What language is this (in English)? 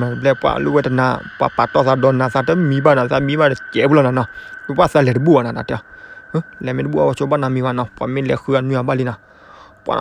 S'gaw Karen